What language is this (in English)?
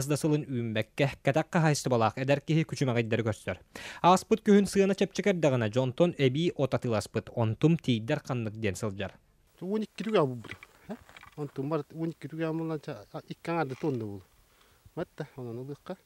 Yakut